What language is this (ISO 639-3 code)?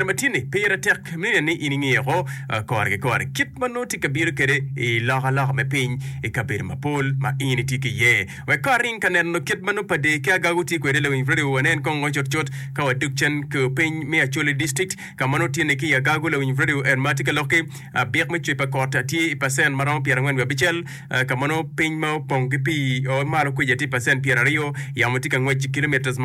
ach